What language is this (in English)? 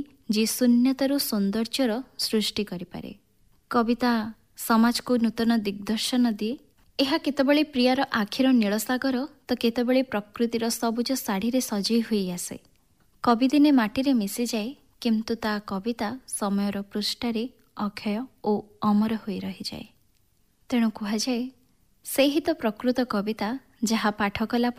Odia